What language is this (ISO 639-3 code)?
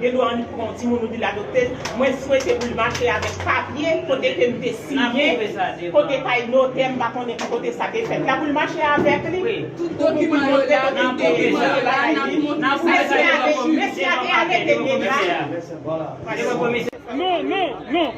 hat